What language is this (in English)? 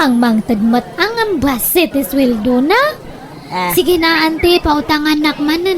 Iloko